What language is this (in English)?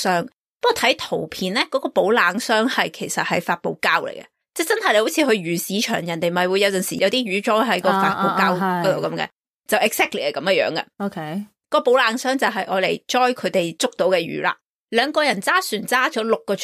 Cantonese